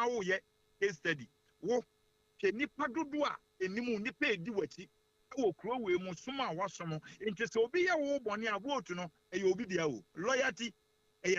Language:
Akan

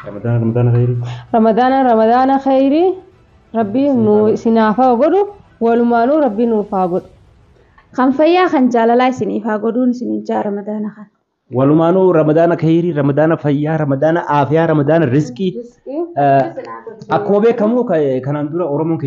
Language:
Oromo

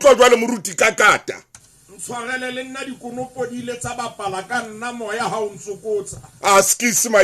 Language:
Southern Sotho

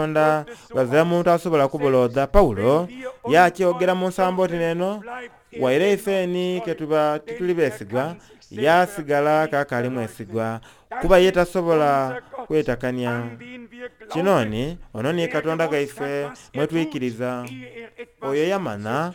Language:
Soga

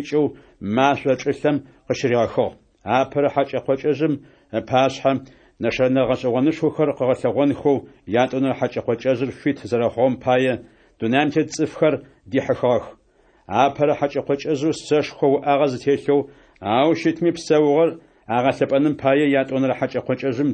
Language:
Adyghe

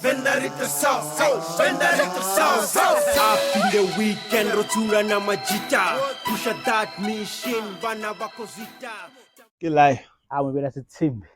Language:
Venda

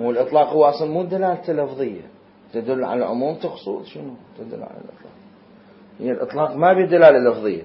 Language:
Mesopotamian Arabic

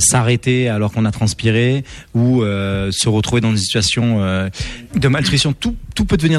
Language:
French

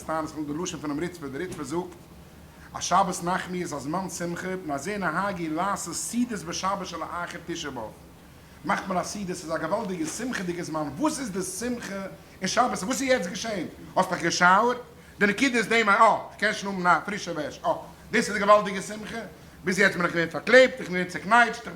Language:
Yiddish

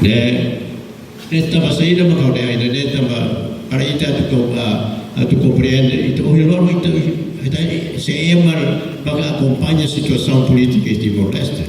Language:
Tetum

